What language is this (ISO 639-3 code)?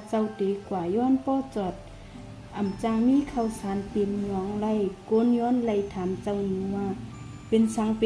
shn